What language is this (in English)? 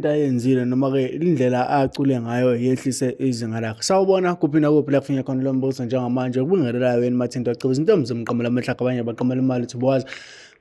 Zulu